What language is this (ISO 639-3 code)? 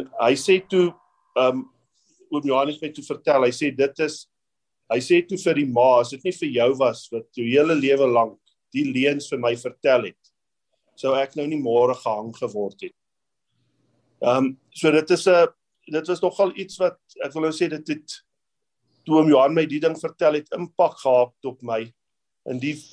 afr